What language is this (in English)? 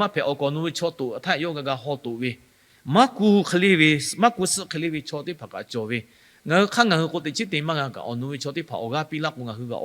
Lahu